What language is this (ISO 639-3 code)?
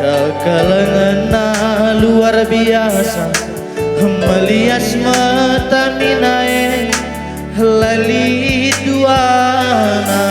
btx